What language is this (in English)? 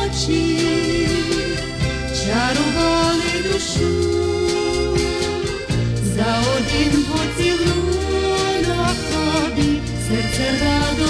Ukrainian